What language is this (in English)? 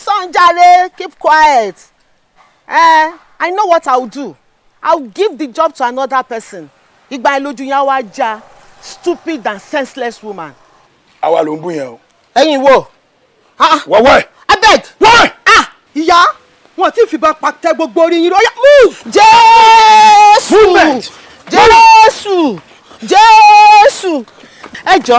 Yoruba